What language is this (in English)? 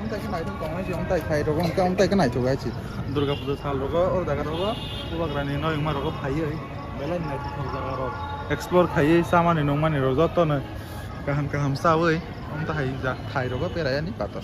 Kok Borok